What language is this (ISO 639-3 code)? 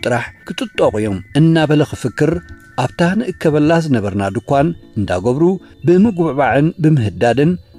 tir